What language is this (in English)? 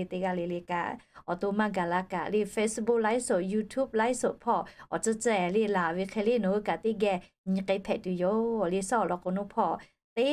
Lahu